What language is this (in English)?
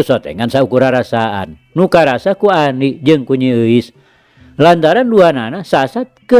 Sundanese